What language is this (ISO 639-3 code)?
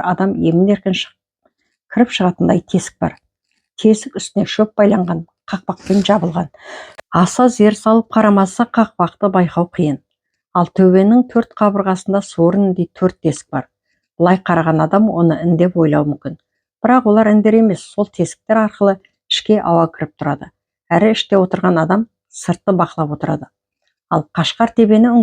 kaz